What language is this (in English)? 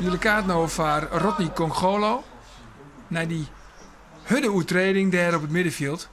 Western Frisian